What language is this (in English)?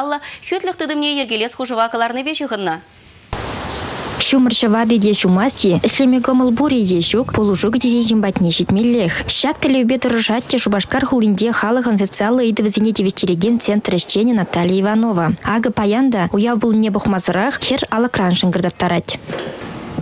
Chuvash